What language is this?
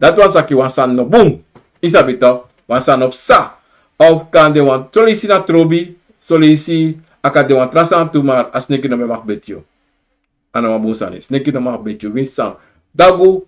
Sranan Tongo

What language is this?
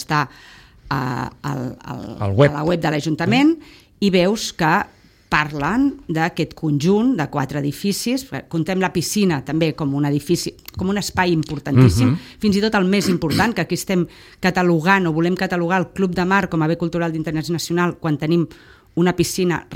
Catalan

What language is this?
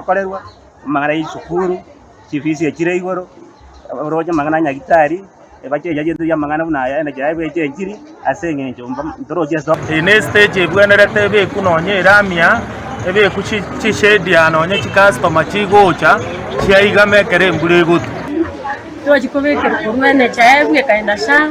Gusii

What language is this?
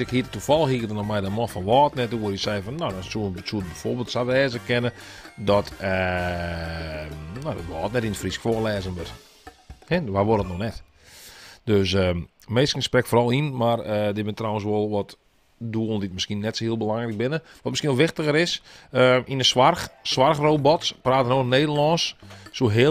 Western Frisian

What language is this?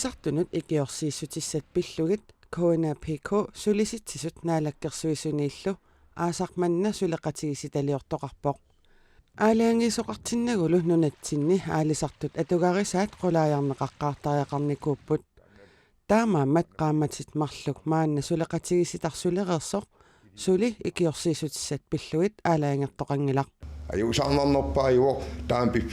Kalaallisut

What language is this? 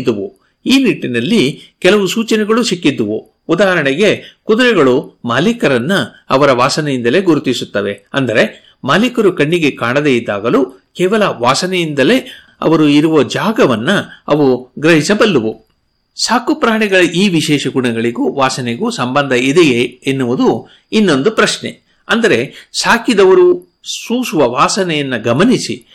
Kannada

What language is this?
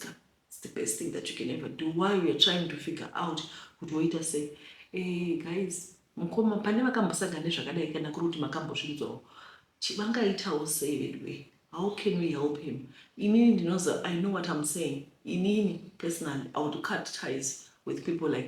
Shona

